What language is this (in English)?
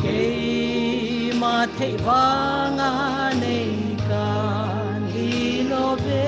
Mizo